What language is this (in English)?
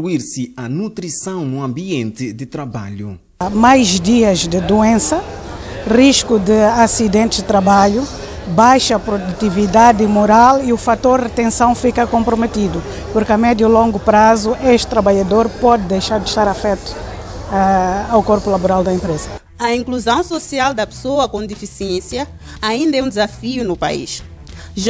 Portuguese